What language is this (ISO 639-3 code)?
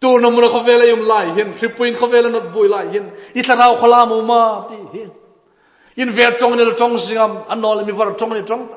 hmr